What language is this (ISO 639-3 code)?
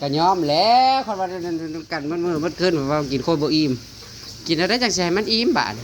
tts